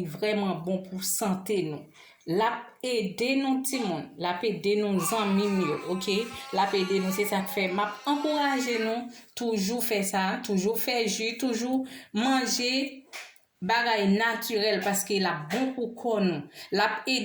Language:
Haitian Creole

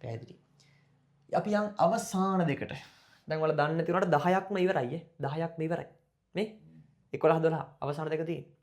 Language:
Sinhala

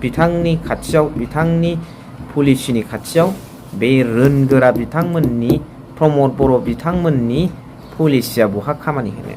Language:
Bodo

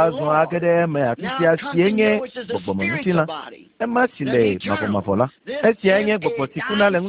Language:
Ewe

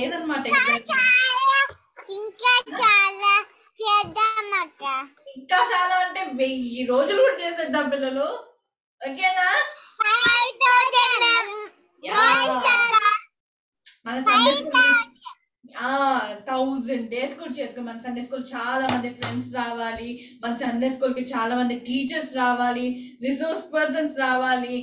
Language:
Telugu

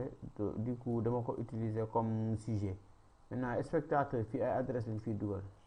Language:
Wolof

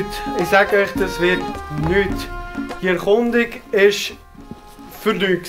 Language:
Swiss German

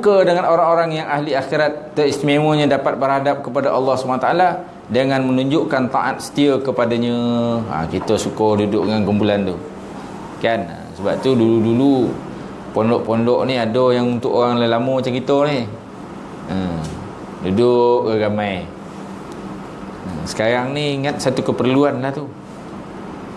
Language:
Malay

